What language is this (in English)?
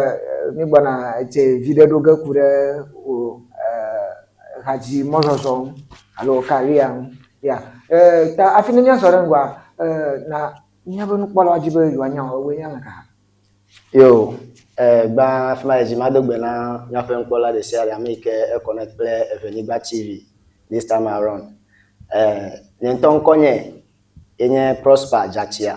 Ewe